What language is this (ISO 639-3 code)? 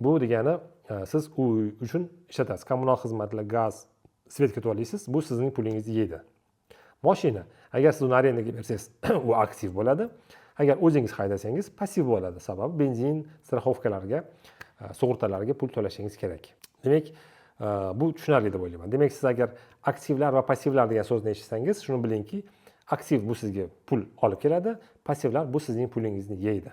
uzb